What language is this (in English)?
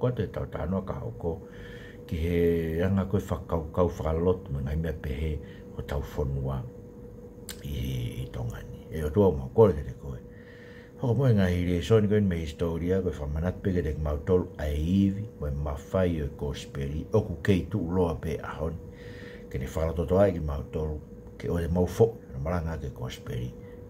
Tongan